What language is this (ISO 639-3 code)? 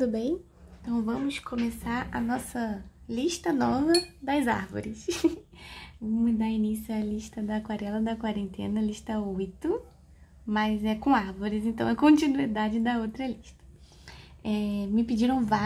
por